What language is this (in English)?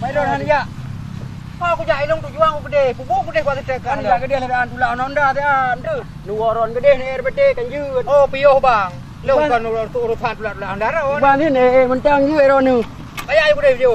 Achinese